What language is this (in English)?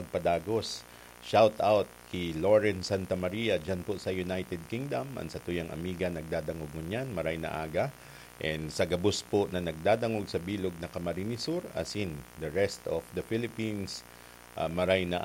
Bikol